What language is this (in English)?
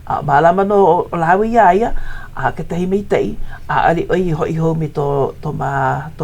Hawaiian